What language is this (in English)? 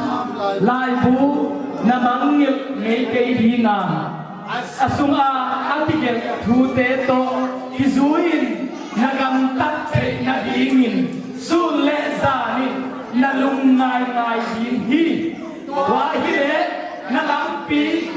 Tedim Chin